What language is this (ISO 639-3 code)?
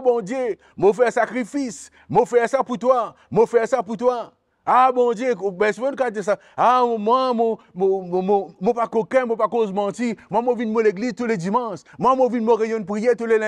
mfe